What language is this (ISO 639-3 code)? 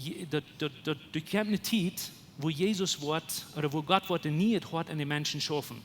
pdt